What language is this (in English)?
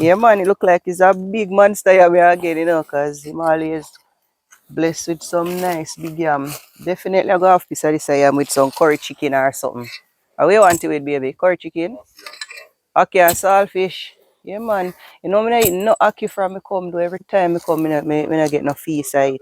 Jamaican Creole English